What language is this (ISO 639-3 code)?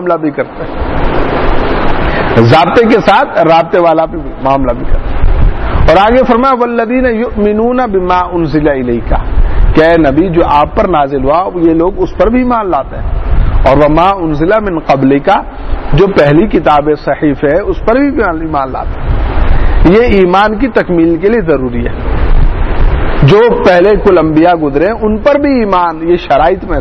urd